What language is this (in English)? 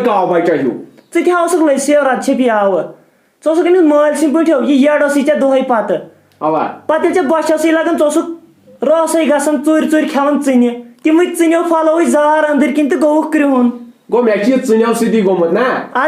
Kashmiri